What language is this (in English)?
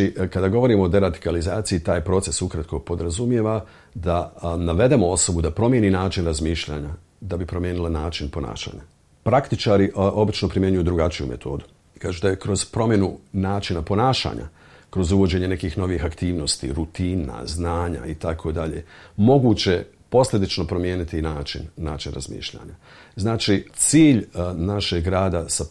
Bosnian